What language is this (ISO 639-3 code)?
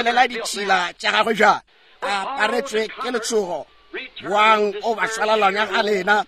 nso